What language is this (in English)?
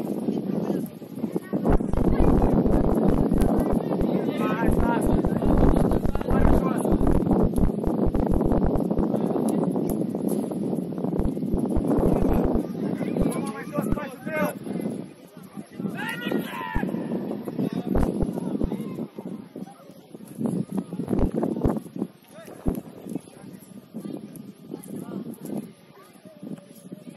Romanian